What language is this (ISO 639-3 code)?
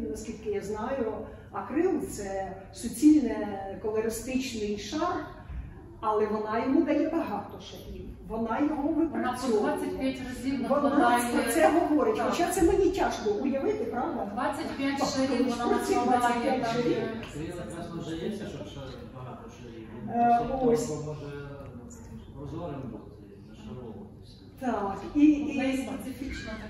ukr